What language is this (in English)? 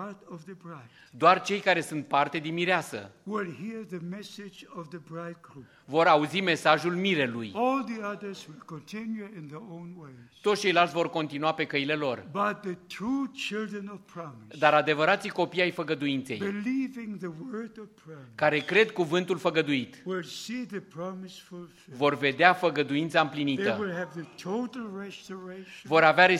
Romanian